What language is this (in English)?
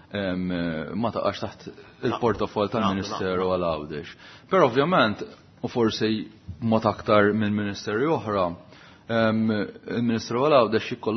Maltese